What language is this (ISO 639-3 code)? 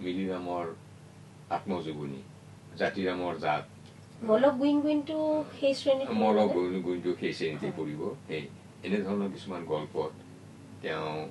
asm